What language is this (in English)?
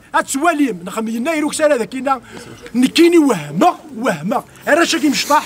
Kabyle